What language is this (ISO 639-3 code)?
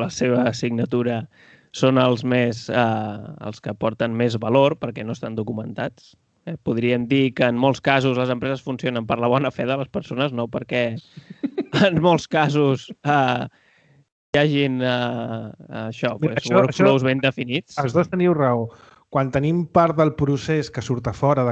cat